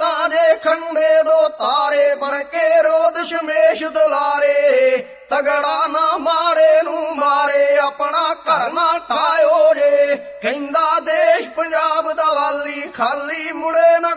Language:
Punjabi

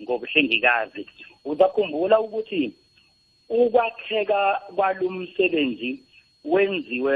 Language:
South Ndebele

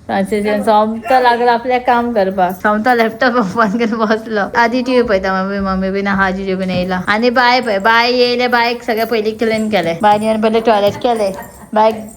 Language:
Konkani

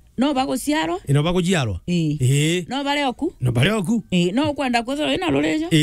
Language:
Meru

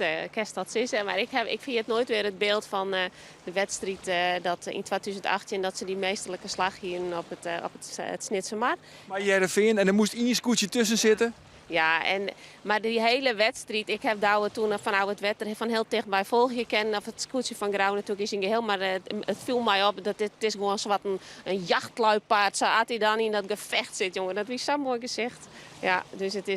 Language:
Western Frisian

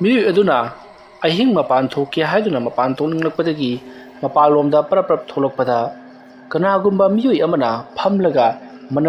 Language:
Manipuri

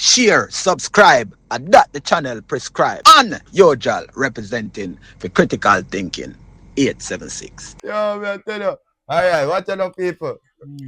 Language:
Jamaican Creole English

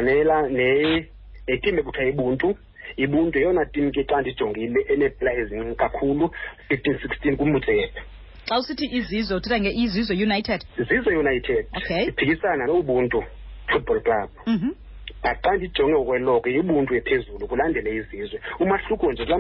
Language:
Xhosa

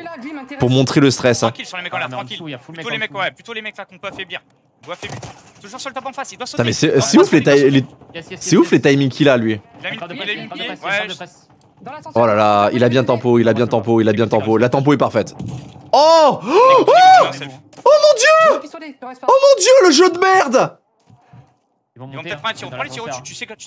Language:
French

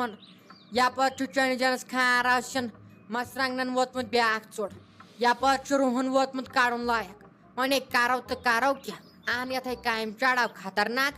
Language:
Kashmiri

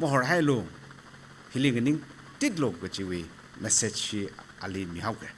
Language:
Tangkhul Naga (India)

